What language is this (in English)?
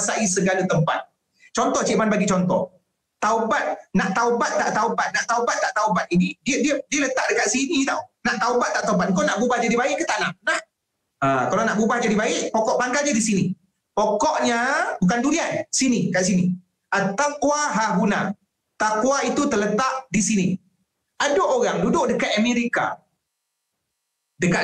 Malay